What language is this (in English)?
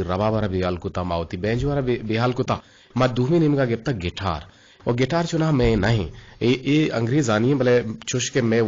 Eastern Balochi